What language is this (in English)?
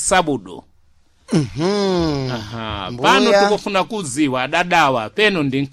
Sena